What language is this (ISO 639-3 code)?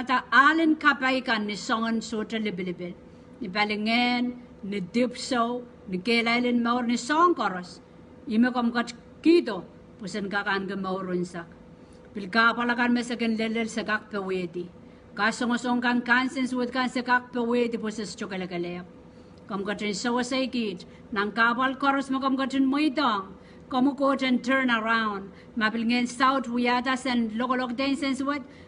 pon